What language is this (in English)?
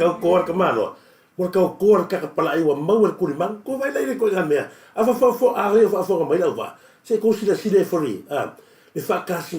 Samoan